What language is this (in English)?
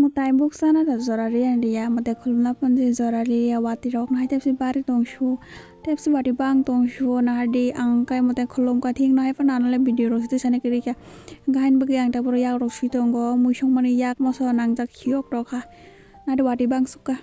Kok Borok